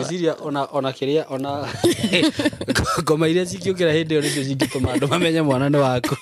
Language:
Kikuyu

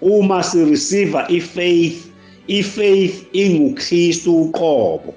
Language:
Zulu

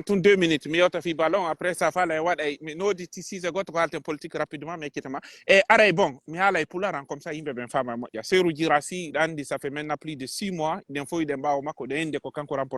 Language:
Pular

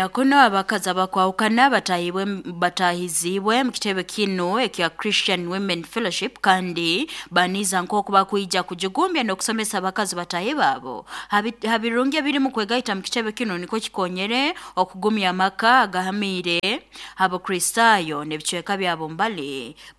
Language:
Nyankole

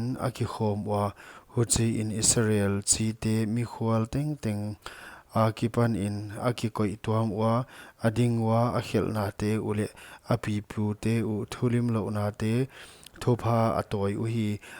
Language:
Paite Chin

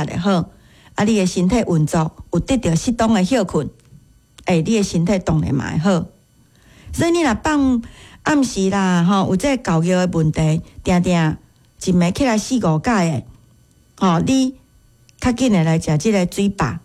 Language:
Min Nan Chinese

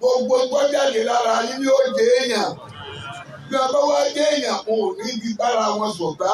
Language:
Yoruba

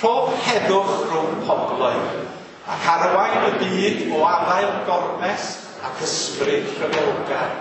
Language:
Welsh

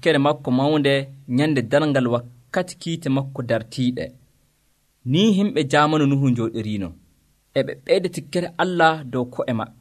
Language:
Nigerian Fulfulde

